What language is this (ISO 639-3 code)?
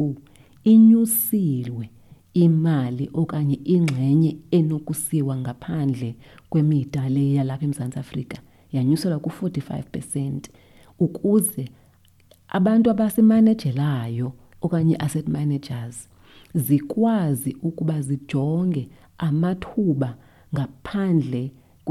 xho